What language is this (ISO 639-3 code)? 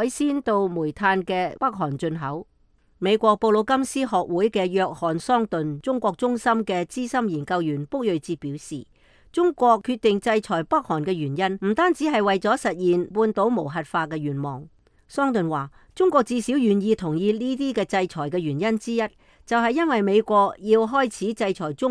yue